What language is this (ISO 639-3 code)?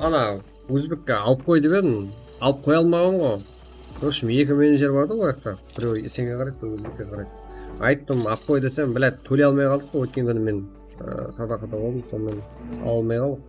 kaa